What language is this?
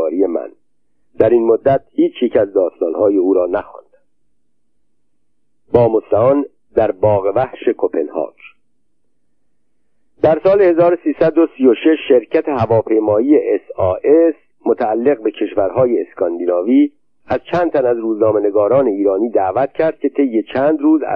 Persian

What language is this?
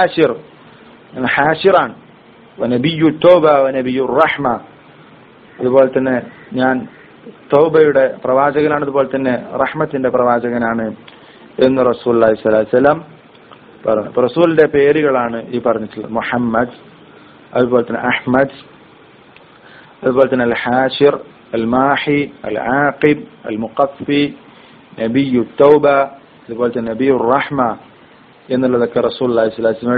Malayalam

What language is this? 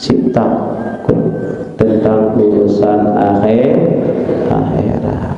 Sasak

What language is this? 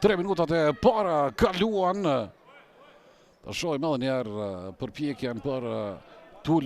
Albanian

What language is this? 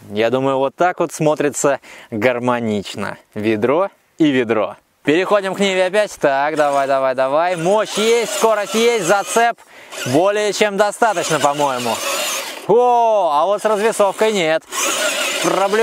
Russian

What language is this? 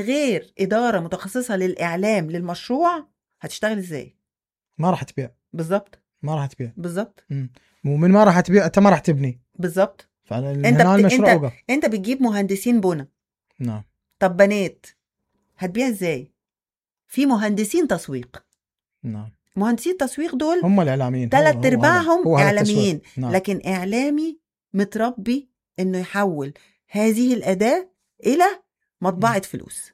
Mesopotamian Arabic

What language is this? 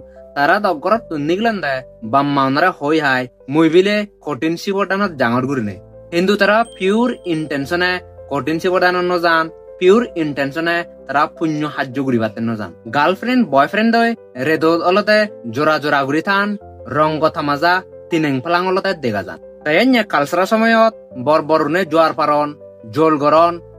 Chakma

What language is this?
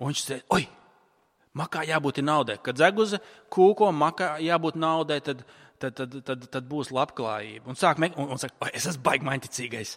Latvian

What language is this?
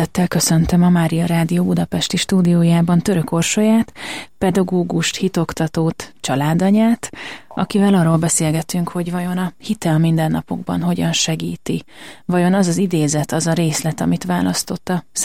Hungarian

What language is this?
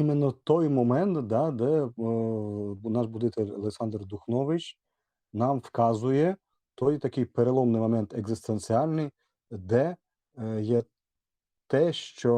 Rusyn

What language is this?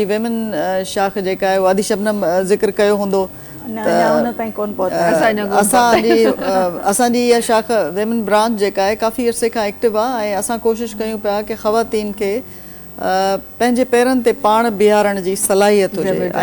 Sindhi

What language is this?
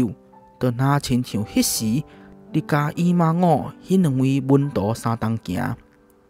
Min Nan Chinese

